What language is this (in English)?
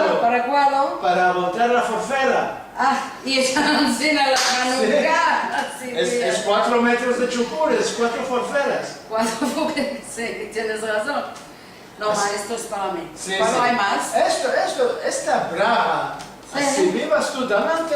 Ladino